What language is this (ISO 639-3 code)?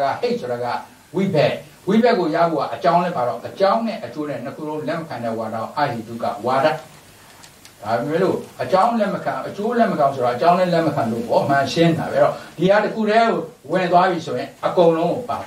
mya